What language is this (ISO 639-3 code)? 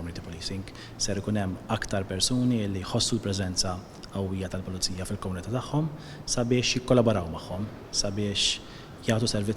mlt